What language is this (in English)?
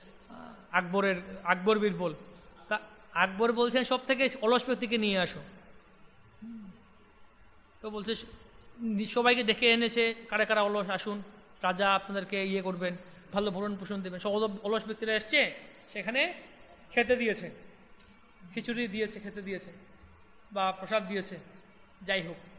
Bangla